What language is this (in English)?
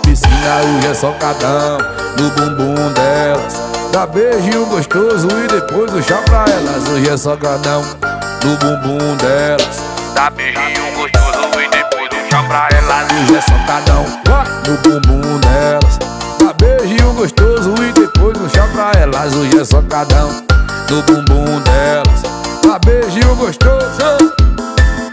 Portuguese